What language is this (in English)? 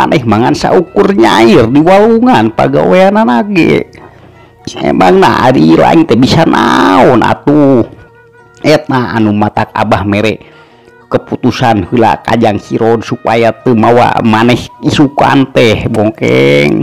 Sundanese